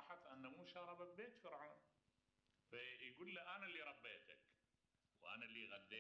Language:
Mesopotamian Arabic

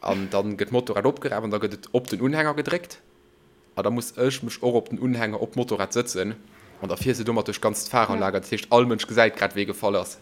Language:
Luxembourgish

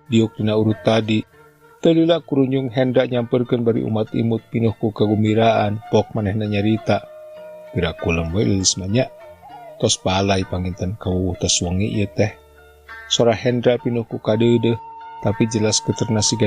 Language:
Sundanese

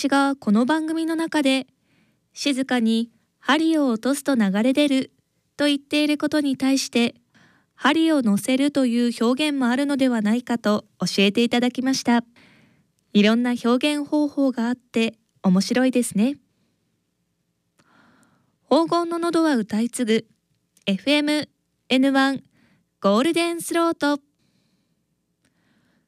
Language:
Japanese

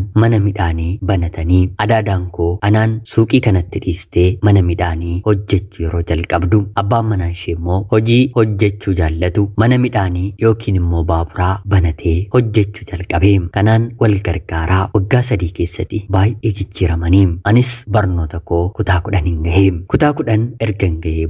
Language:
Oromo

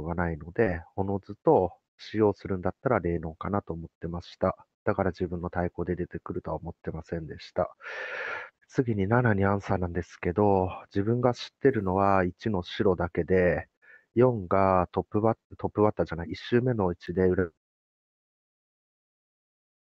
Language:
Japanese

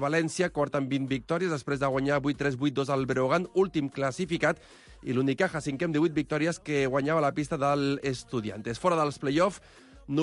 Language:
Catalan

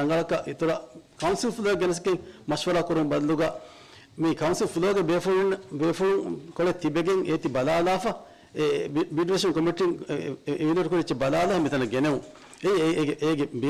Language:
Divehi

